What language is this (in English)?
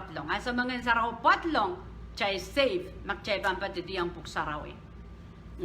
Pohnpeian